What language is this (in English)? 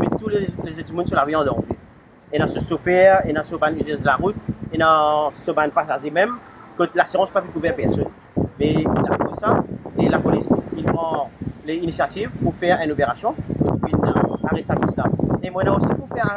Morisyen